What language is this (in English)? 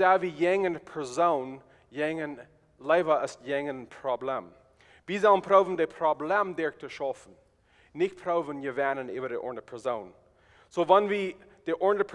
Plautdietsch